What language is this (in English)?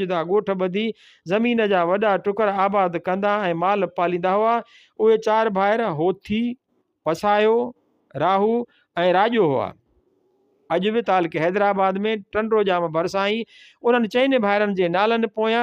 Sindhi